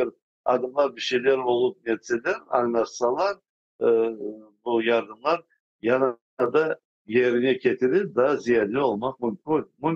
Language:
Crimean Tatar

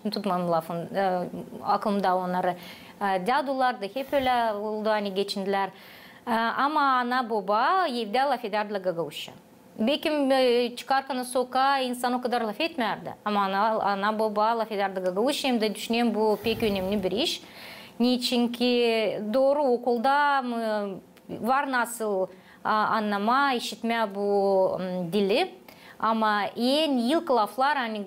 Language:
Gagauz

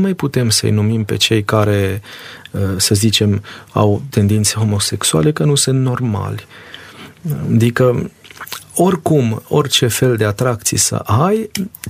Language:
Romanian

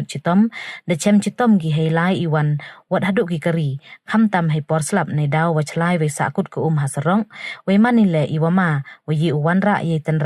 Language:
Pnar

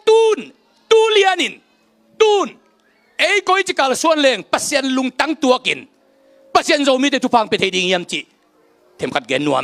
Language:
Tedim Chin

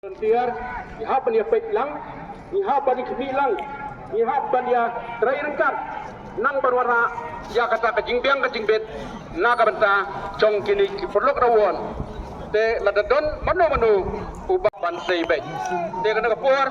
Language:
Khasi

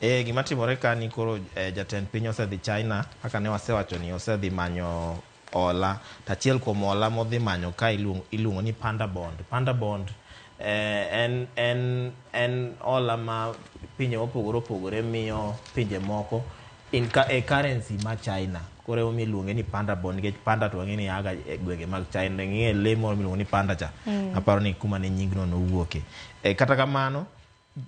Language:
Luo (Kenya and Tanzania)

